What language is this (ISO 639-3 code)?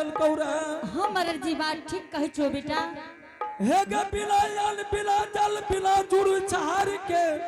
anp